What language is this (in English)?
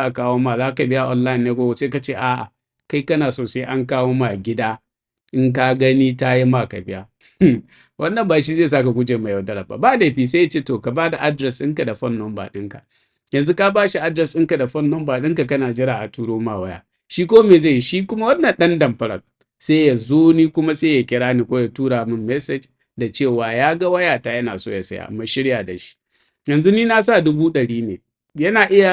Hausa